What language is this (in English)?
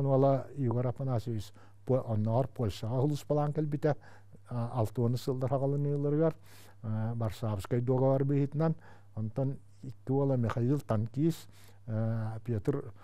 Yakut